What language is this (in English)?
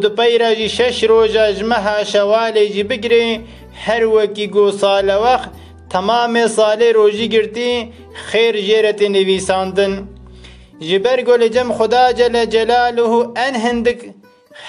Kurdish